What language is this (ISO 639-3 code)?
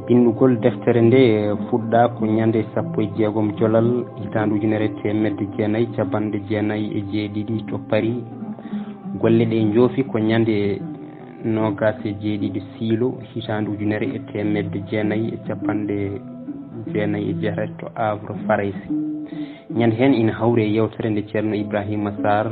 ful